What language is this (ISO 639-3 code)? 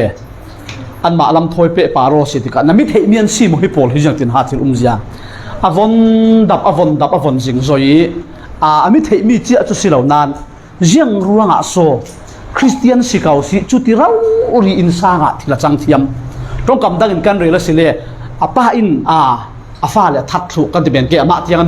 cfm